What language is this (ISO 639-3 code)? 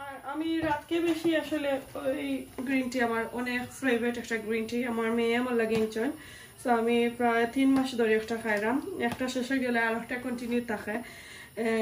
syl